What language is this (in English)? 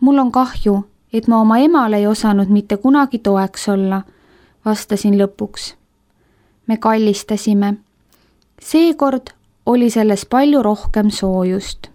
Estonian